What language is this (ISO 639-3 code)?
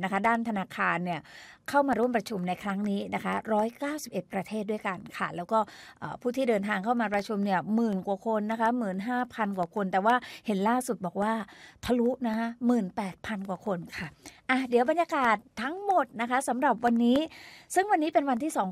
tha